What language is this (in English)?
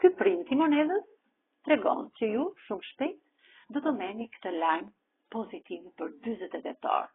Albanian